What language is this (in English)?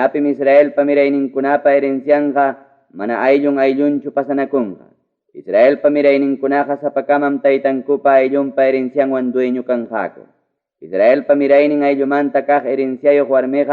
Ayacucho Quechua